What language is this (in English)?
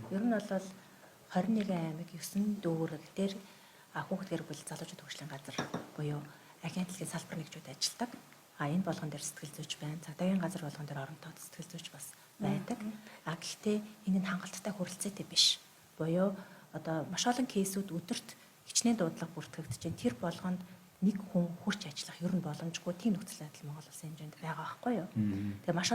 Mongolian